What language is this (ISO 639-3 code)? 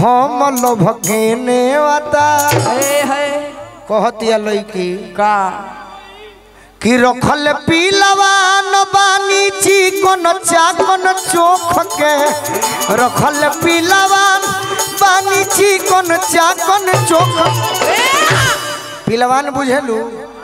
bho